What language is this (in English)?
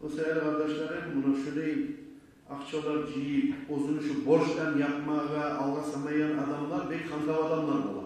Kumyk